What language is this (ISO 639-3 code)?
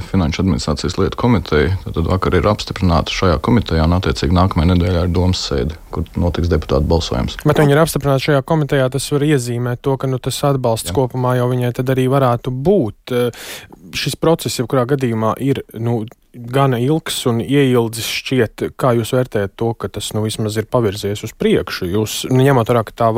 lav